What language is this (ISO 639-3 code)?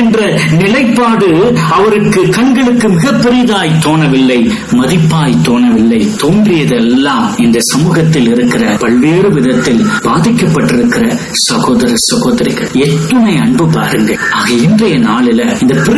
tam